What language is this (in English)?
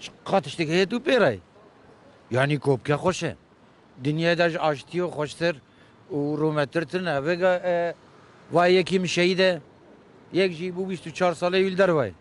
Kurdish